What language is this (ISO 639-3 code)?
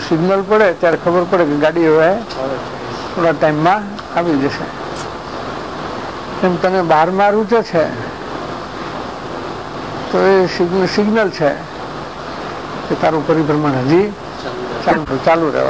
guj